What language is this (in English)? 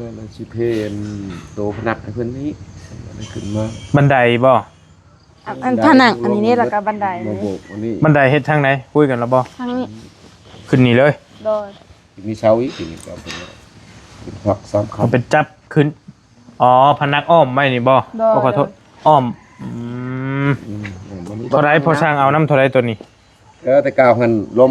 Northeastern Thai